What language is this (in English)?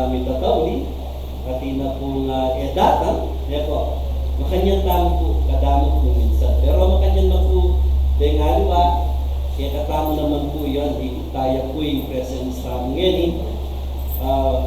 Pampanga